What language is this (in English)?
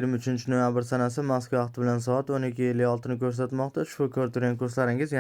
Uzbek